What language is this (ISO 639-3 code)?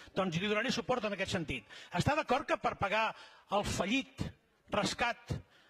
cat